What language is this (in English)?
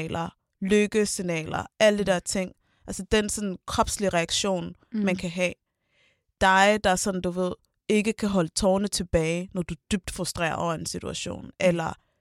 Danish